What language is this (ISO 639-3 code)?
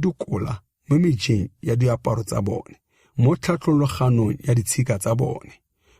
tsn